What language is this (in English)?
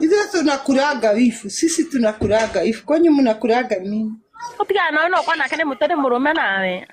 Kikuyu